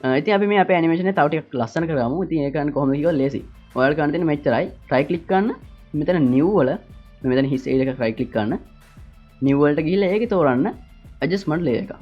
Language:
Sinhala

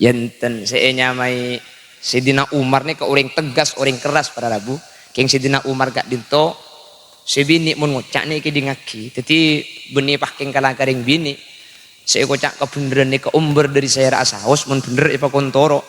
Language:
Madurese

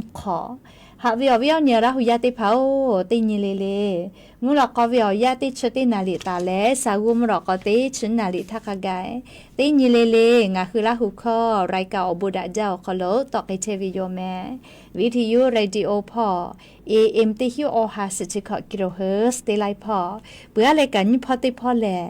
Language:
Lahu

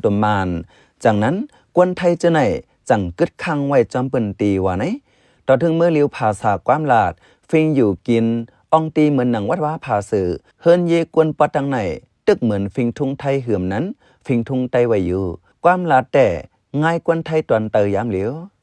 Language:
Shan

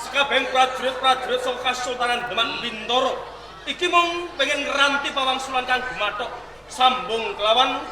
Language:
Javanese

